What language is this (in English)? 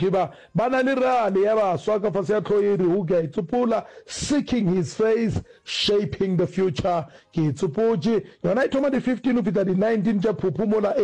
Northern Sotho